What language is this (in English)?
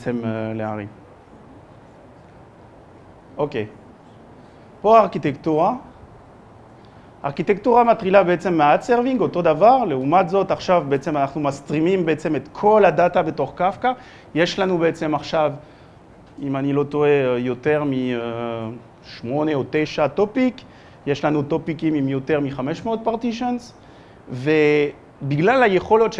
Hebrew